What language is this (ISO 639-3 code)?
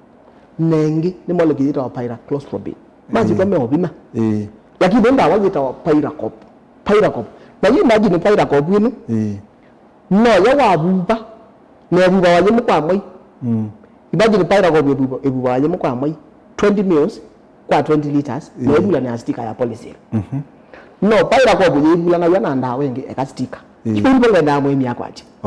kam